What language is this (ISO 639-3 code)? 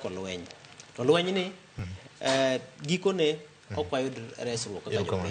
luo